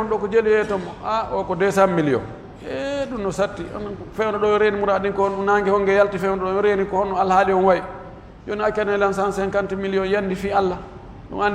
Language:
Pular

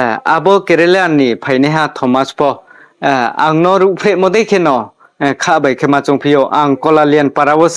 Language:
Riang (India)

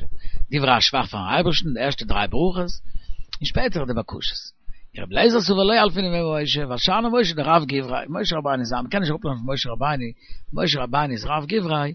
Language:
Yiddish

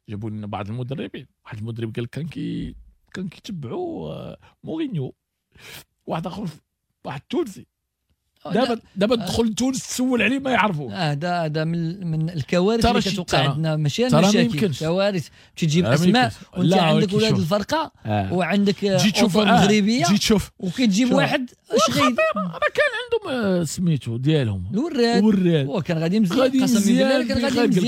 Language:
Moroccan Arabic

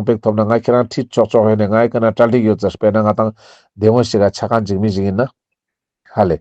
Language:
Ladakhi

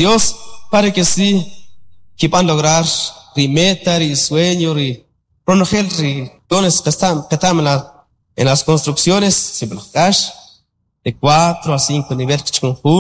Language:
Kʼicheʼ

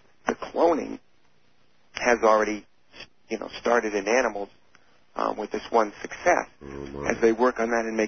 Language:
English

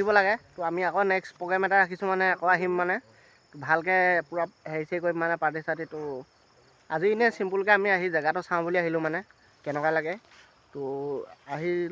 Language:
Assamese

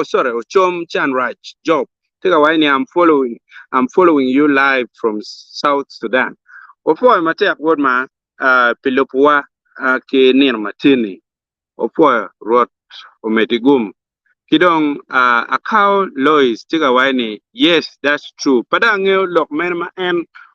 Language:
Acoli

